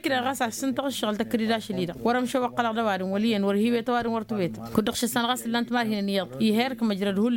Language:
Tamasheq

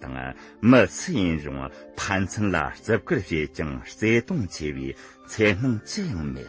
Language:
Tibetan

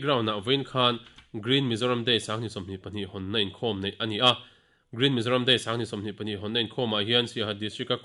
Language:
Mizo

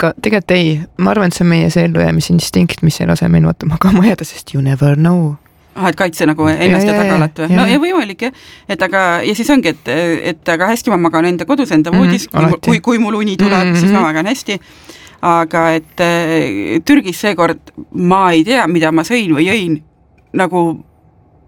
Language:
Estonian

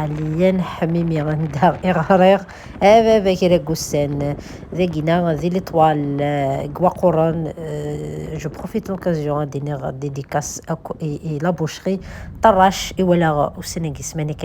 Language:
Kabyle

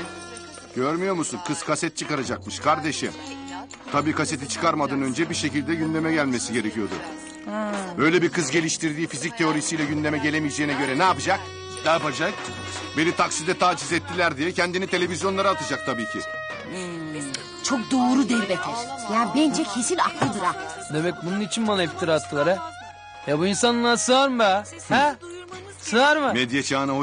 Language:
Turkish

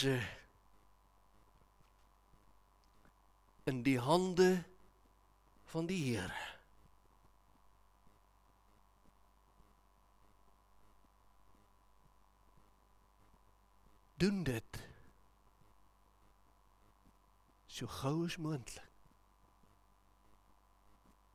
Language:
Afrikaans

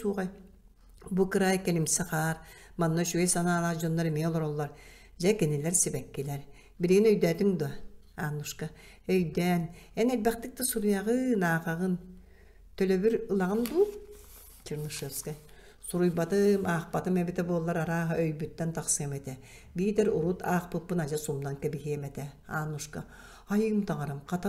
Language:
Yakut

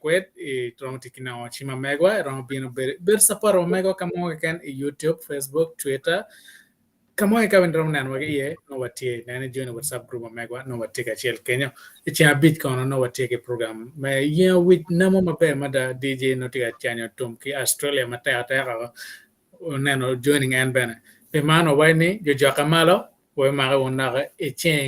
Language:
Acoli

